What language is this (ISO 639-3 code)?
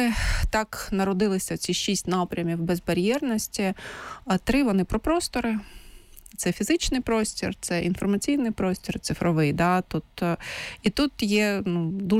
ukr